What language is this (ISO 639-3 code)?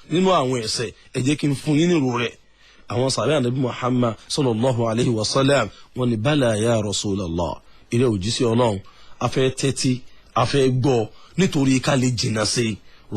yor